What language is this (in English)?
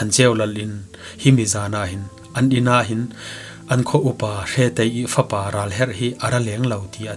Falam Chin